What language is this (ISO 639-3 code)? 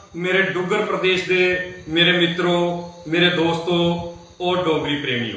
doi